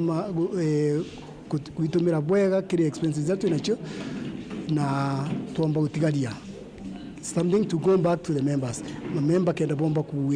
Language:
Meru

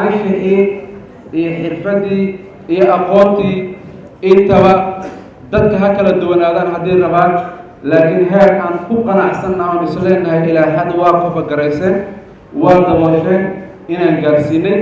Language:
Somali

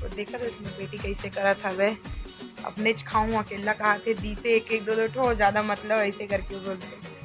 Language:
Chhattisgarhi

